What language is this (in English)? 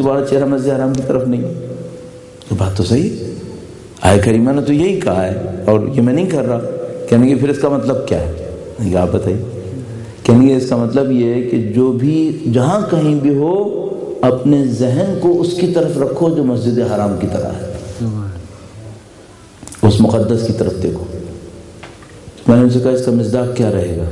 Urdu